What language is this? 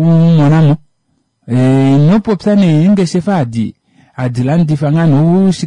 Kuanyama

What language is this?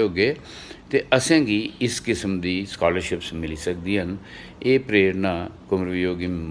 Dogri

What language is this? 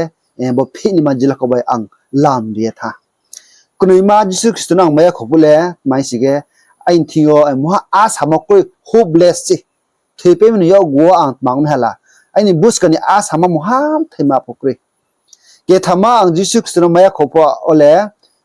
Riang (India)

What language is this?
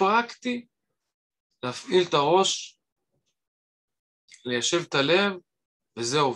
Hebrew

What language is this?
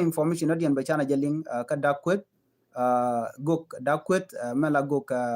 Nuer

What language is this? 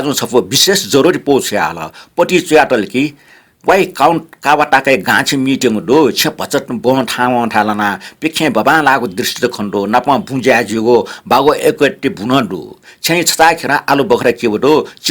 Newari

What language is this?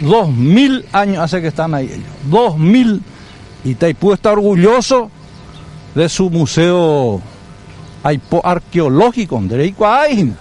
Guarani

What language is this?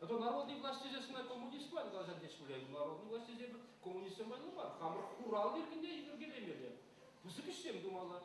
Chuvash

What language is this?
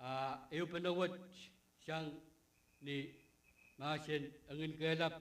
Pohnpeian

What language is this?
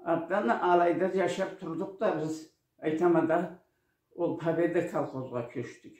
Karachay-Balkar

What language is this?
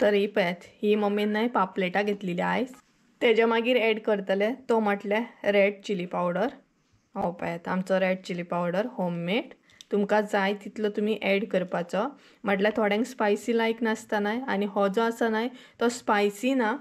Konkani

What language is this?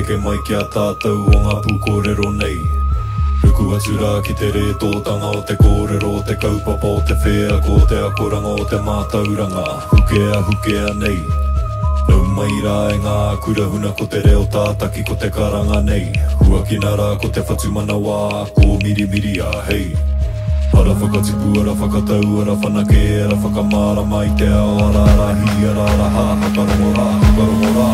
Māori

